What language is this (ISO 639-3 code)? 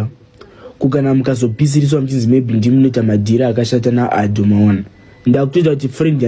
sna